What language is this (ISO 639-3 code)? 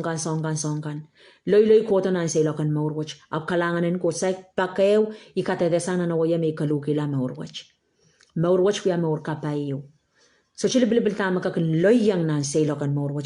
pon